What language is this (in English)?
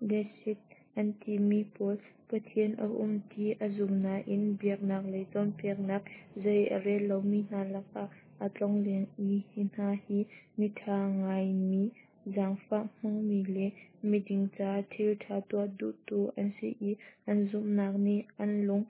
Hakha Chin